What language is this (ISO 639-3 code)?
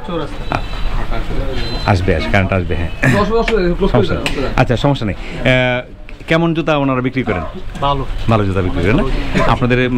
ben